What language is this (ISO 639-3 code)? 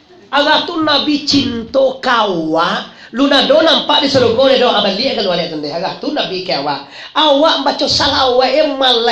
min